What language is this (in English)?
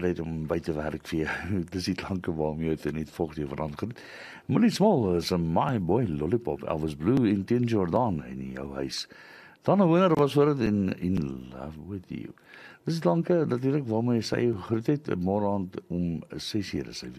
Afrikaans